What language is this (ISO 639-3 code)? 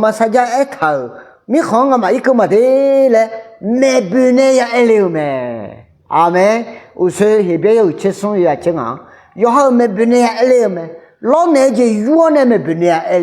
ahk